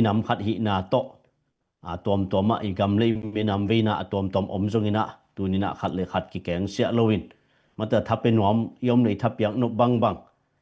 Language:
Tedim Chin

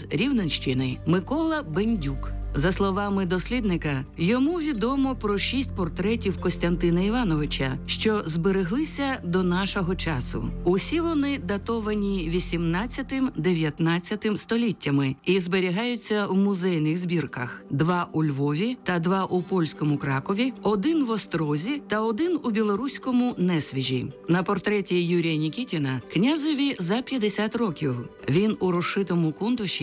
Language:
Ukrainian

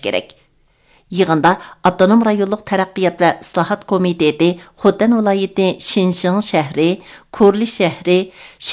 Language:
Uyghur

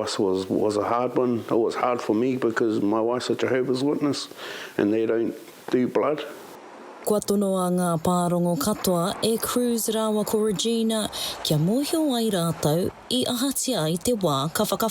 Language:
Māori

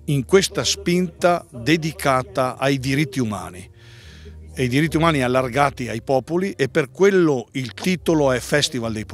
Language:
Italian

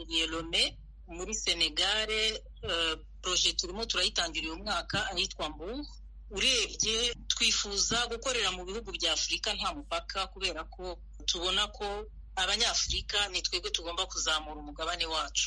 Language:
Kinyarwanda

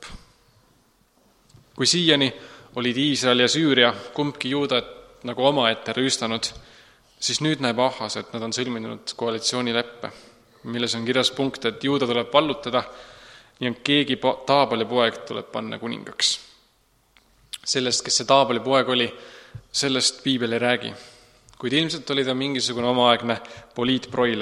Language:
Estonian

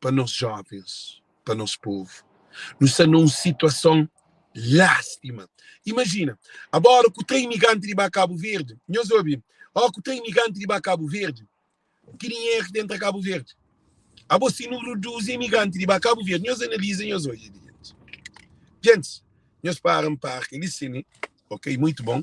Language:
Kabuverdianu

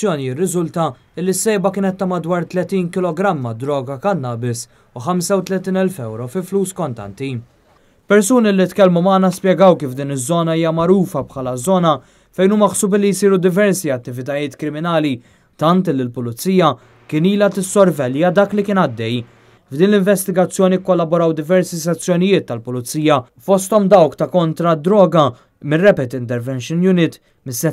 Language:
Maltese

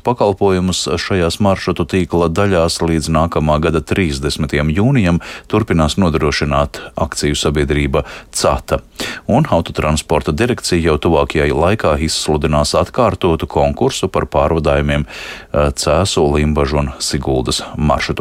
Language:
Latvian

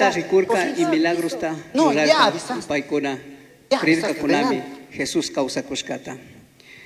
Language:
Chimborazo Highland Quichua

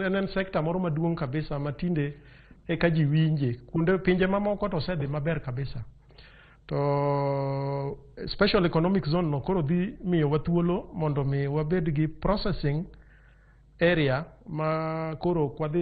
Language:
Luo (Kenya and Tanzania)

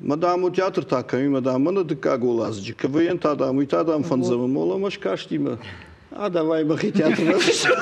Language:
Ossetic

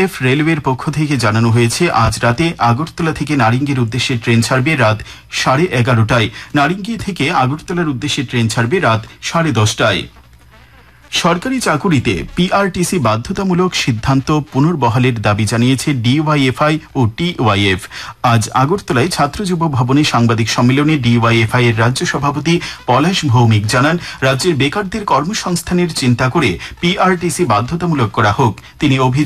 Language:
Bangla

